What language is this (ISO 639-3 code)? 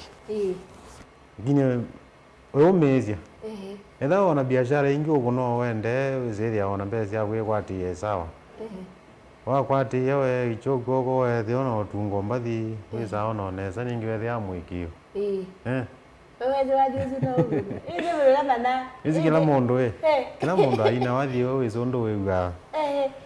kam